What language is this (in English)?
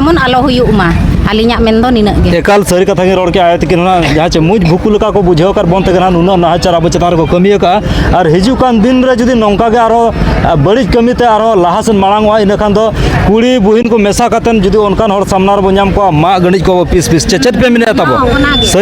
Santali